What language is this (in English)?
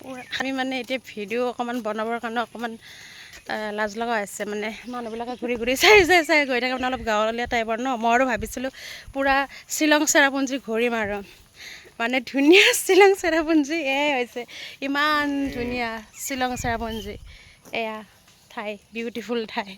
Assamese